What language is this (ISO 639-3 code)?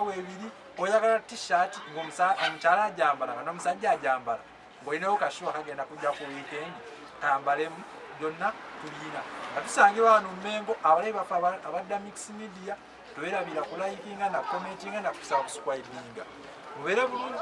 lug